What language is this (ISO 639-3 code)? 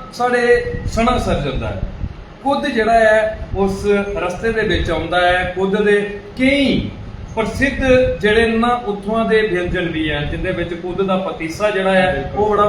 doi